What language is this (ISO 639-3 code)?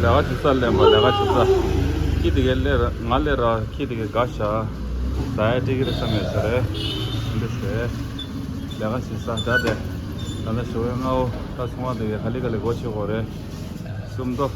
bod